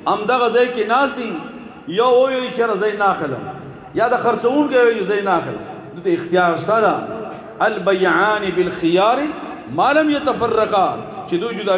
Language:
Pashto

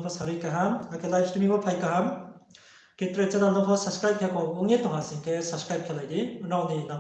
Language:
Riang (India)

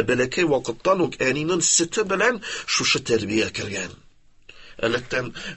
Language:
Tatar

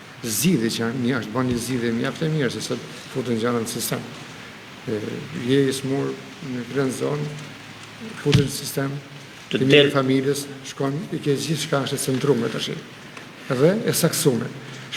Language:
Albanian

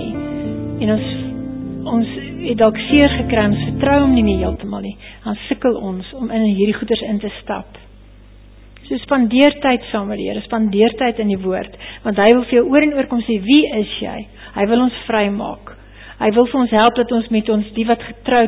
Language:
Afrikaans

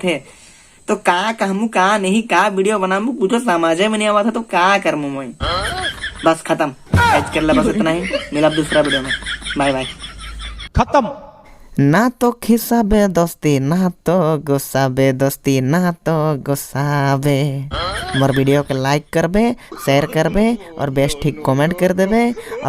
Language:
Sadri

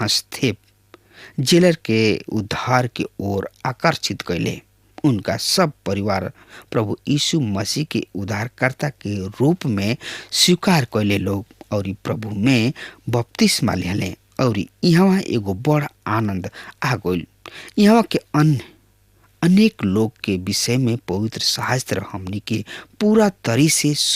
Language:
Bhojpuri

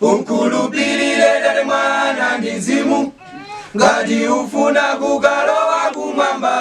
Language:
Nyanja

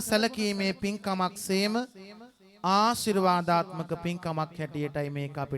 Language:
Sinhala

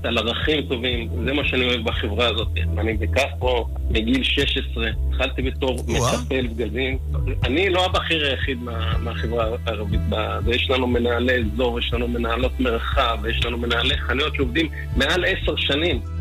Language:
Hebrew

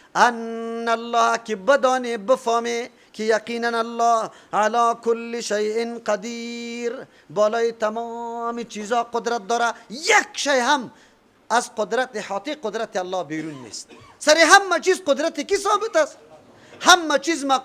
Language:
Persian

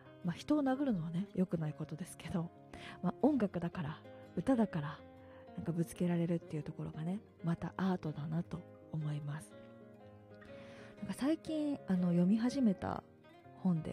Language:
Japanese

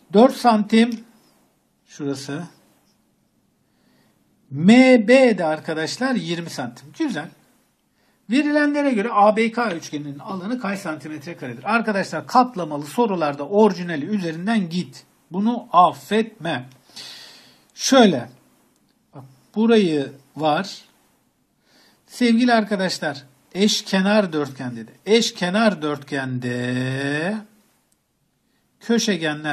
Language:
Turkish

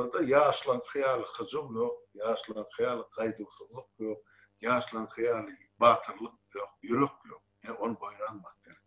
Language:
Turkmen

